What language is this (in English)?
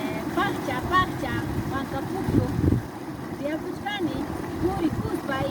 Ayacucho Quechua